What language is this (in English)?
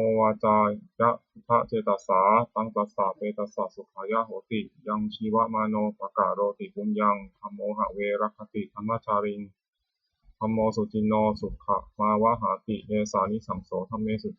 Pali